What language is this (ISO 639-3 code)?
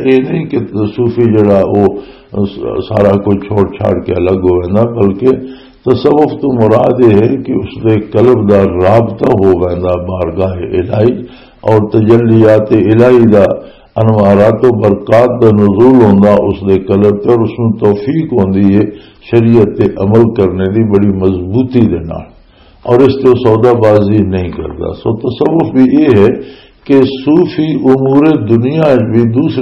lah